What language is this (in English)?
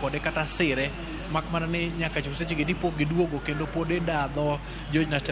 Luo (Kenya and Tanzania)